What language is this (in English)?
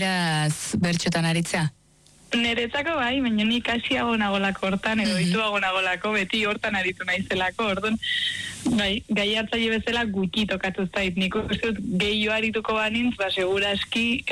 Basque